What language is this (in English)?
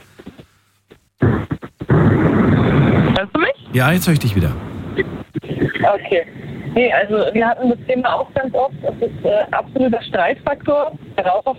German